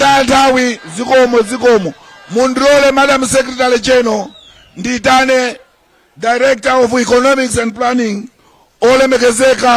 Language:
Nyanja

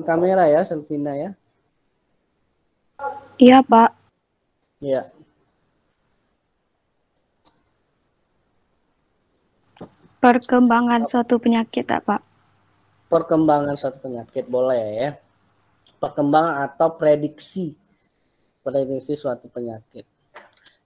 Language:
Indonesian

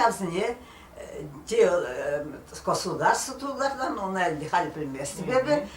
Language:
Chuvash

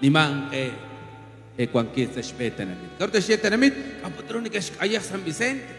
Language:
Kekchí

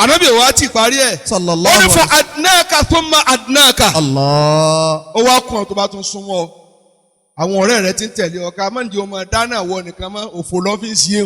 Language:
Yoruba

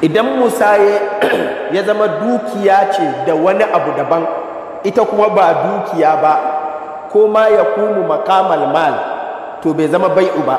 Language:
Hausa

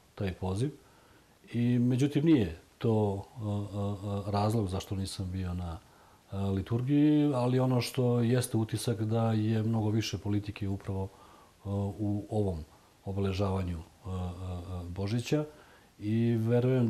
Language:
Serbian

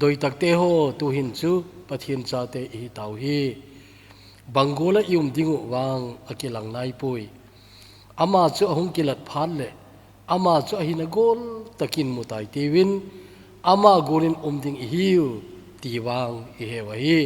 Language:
Thado Chin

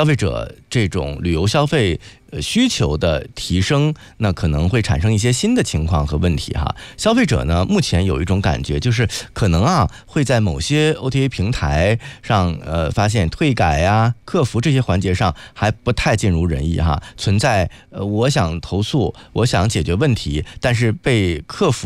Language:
Chinese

